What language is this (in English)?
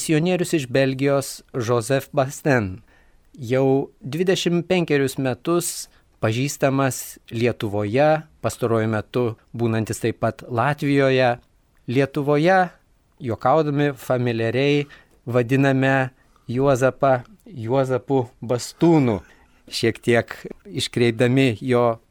Lithuanian